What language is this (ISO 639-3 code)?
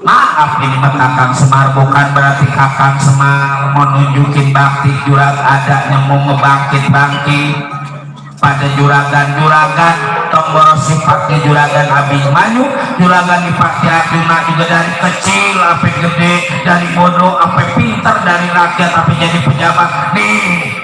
bew